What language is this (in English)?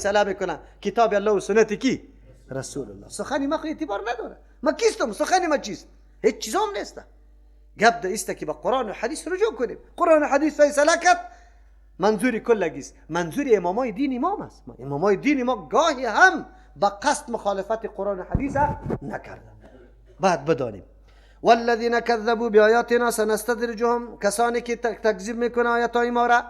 Persian